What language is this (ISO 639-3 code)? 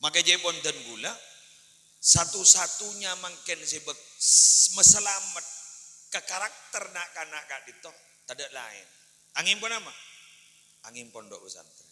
mad